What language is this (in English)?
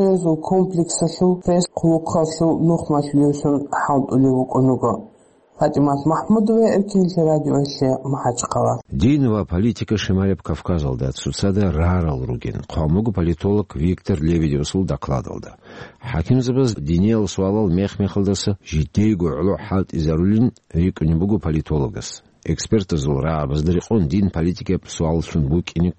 Avaric